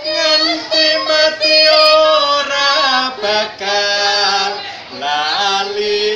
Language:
Javanese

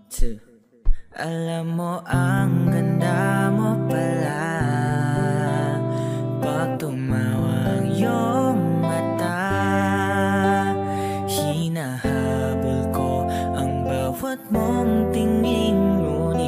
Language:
Filipino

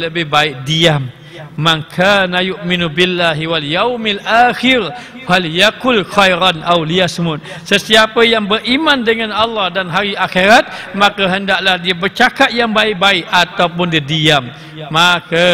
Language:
Malay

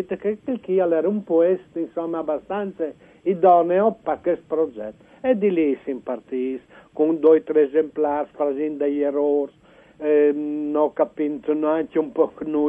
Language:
Friulian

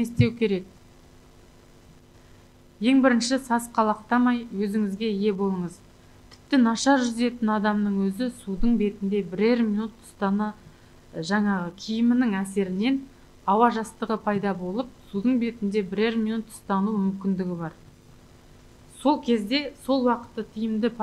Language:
Kazakh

